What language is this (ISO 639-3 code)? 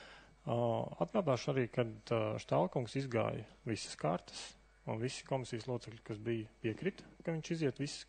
lav